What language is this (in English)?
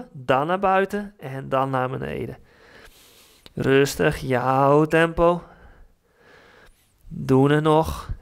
Dutch